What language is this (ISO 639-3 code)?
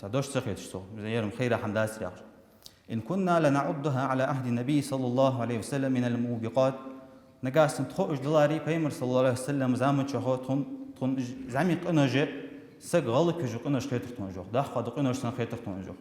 inh